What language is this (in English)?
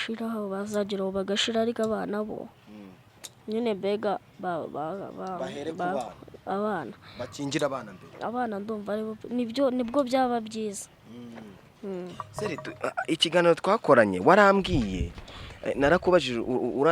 Kinyarwanda